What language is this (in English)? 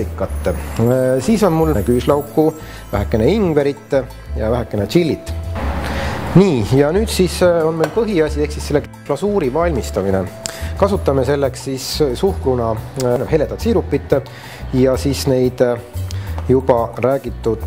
Estonian